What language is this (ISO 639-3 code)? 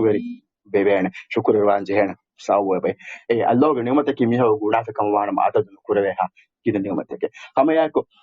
div